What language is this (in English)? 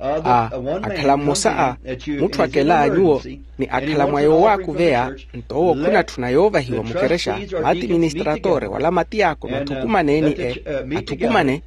Makhuwa